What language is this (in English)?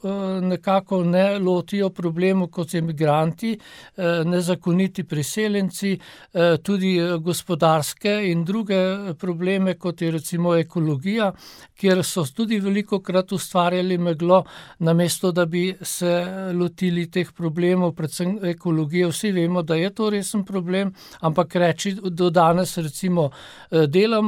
Slovenian